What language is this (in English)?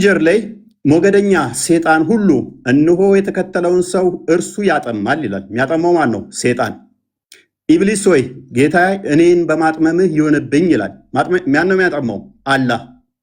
Amharic